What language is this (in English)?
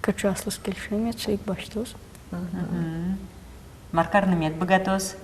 Udmurt